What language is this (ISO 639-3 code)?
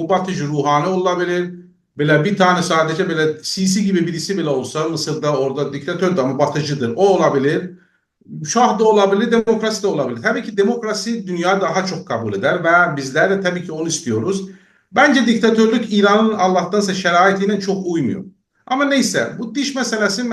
azb